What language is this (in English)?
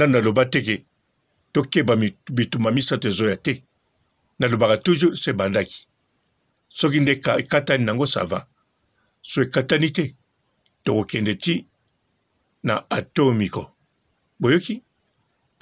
Lingala